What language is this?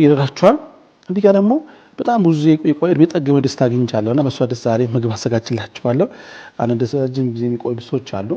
Amharic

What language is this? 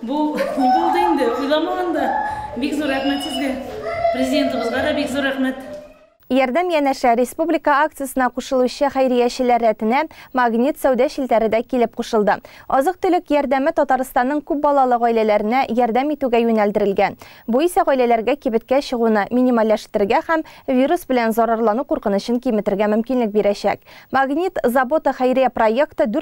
Tatar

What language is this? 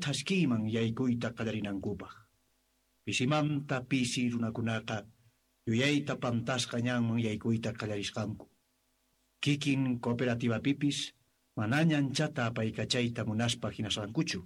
South Bolivian Quechua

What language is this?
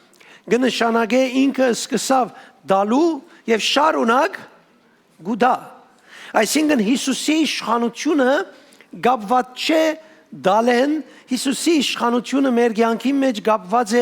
Western Armenian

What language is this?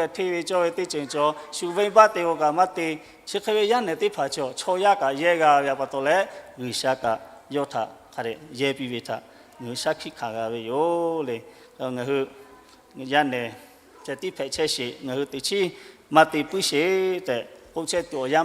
Lahu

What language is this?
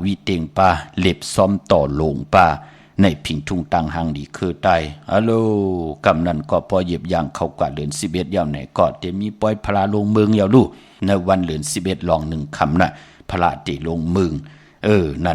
Shan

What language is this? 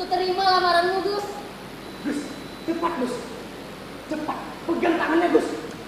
Banjar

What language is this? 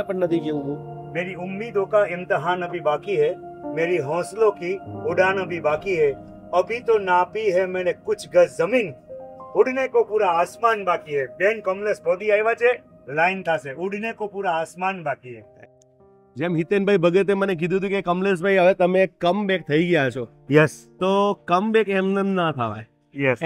Gujarati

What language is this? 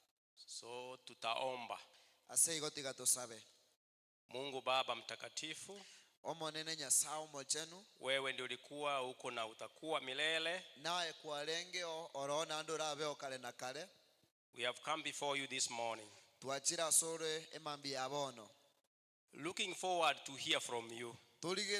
Gusii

